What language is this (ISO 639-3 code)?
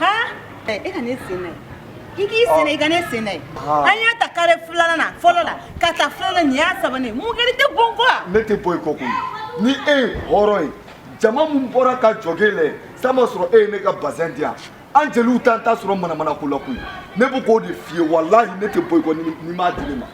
bam